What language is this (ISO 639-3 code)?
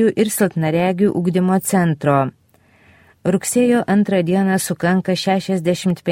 lit